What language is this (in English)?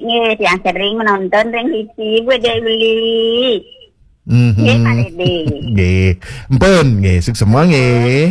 Balinese